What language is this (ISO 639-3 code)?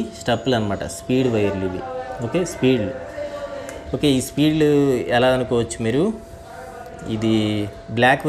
tel